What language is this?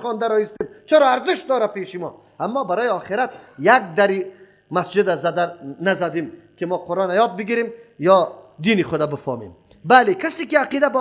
Persian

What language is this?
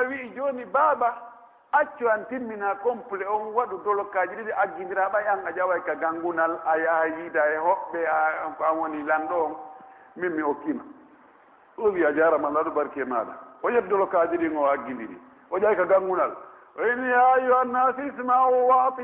Pular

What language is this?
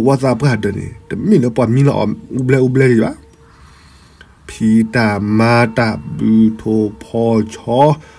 S'gaw Karen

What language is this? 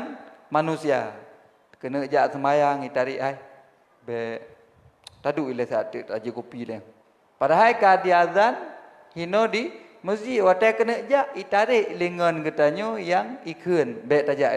Achinese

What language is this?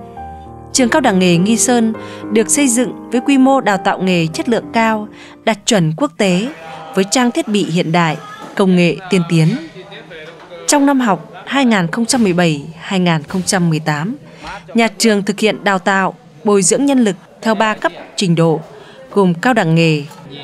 Vietnamese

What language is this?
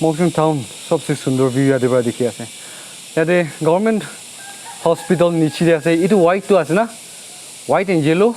Naga Pidgin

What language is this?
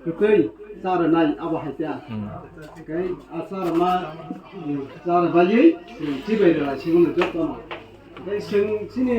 Kok Borok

